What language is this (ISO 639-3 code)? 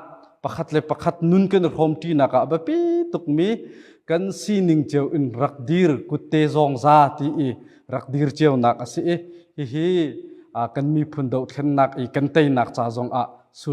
cnh